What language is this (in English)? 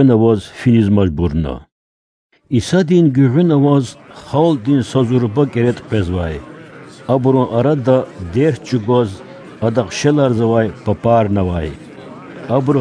Lezghian